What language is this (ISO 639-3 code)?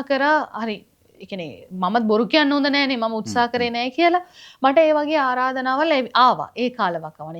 sin